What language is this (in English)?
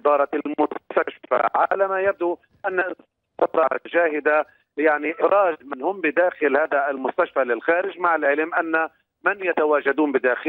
Arabic